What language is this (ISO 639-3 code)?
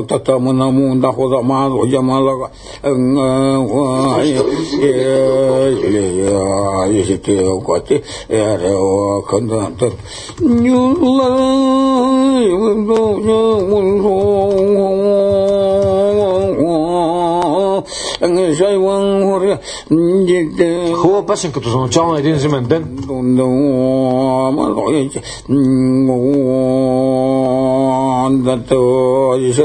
bul